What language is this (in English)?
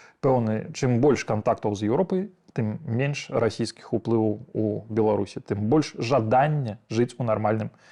Belarusian